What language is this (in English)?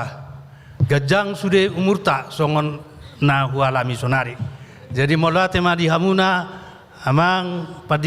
Batak Toba